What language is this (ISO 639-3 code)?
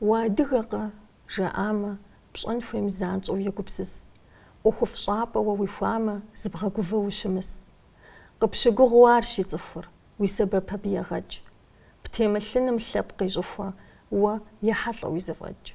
kbd